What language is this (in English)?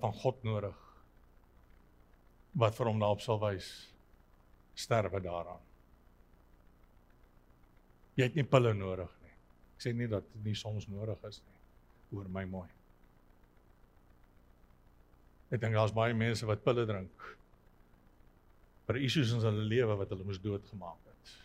Afrikaans